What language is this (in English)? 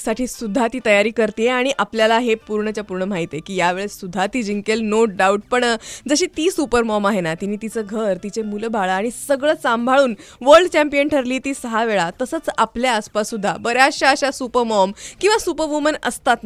Marathi